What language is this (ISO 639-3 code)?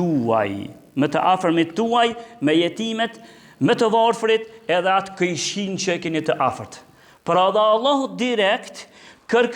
sqi